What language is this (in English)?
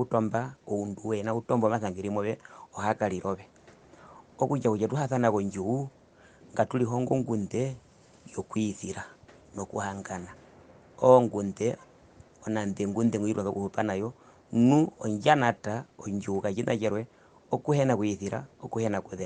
Herero